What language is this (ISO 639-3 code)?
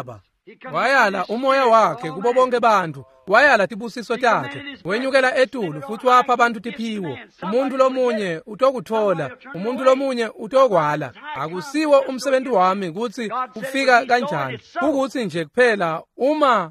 ssw